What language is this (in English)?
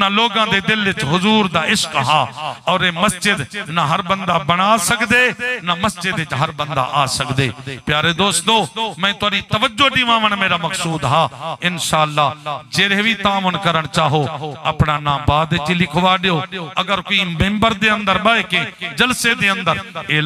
Saraiki